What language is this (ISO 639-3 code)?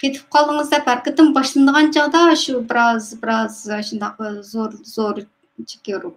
uig